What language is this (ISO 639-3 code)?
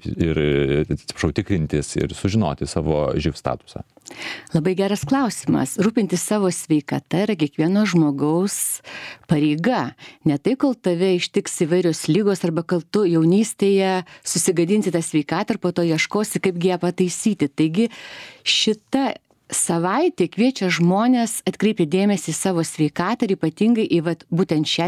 lit